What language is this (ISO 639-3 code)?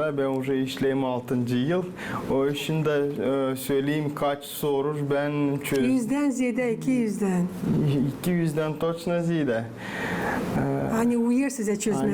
gag